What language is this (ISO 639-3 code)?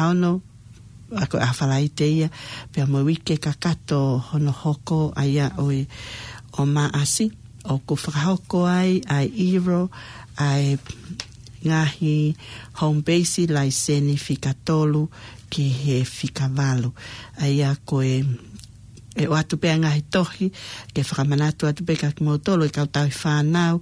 ton